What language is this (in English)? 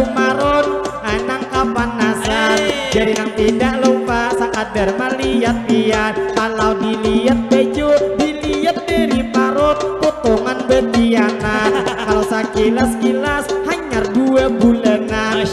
Banjar